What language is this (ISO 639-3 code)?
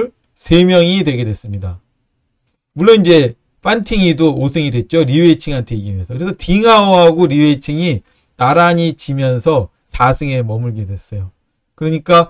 kor